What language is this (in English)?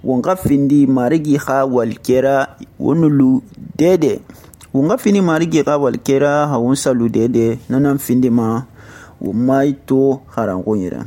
Susu